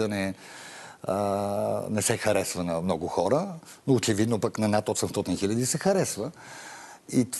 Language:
Bulgarian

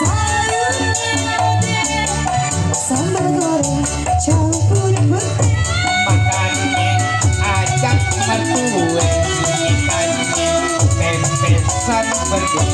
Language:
Betawi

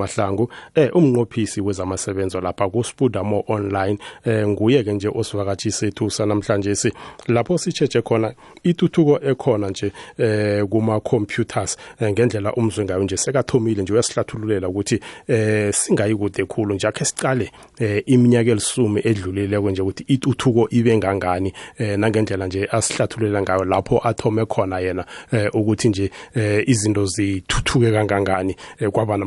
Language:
South Ndebele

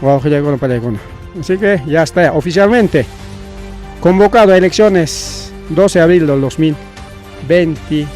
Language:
Ayacucho Quechua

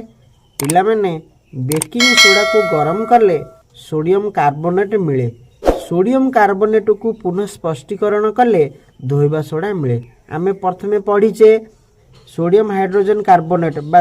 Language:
Odia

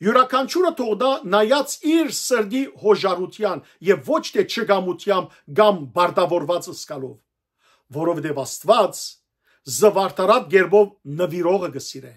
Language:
Western Armenian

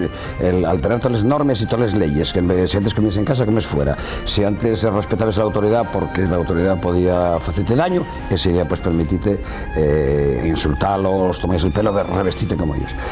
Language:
Asturian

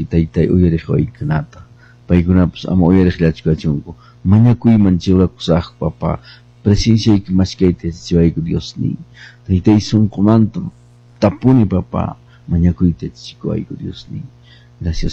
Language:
Quechua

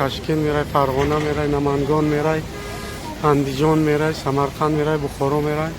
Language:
Tajik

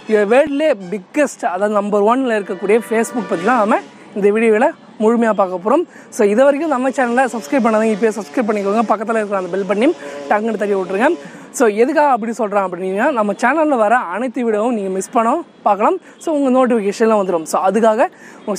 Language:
Tamil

